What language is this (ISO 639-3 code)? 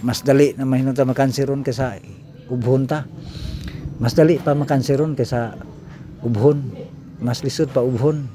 ceb